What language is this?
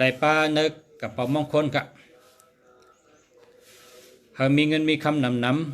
Shan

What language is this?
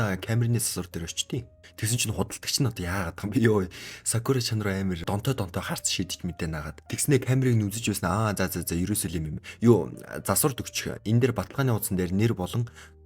Mongolian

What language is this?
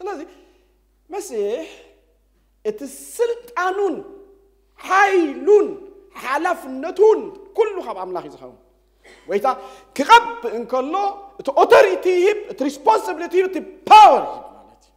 Tigrinya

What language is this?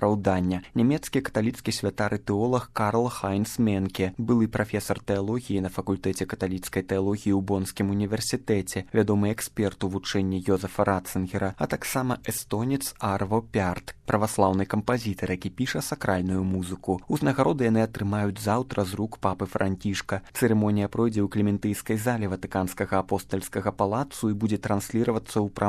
Belarusian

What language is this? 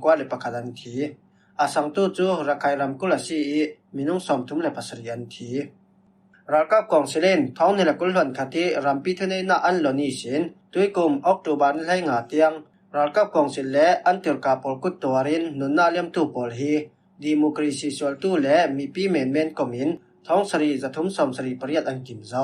Falam Chin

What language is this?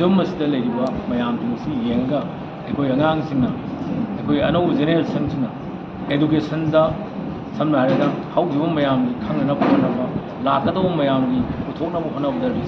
Manipuri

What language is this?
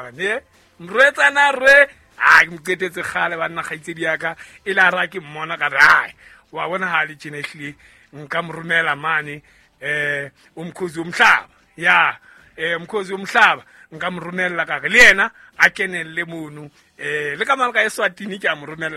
Southern Sotho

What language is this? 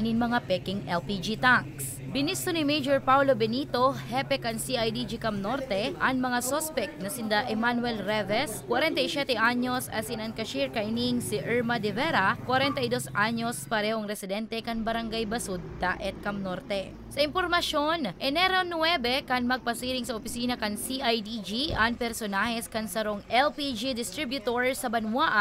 Bikol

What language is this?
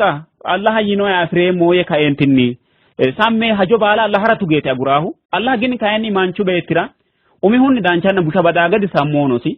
Sidamo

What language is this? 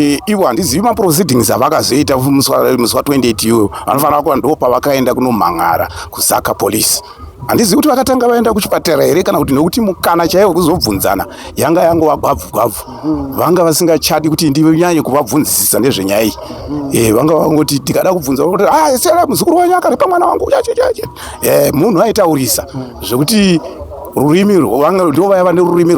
Shona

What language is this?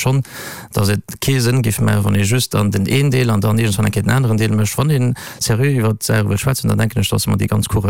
Luxembourgish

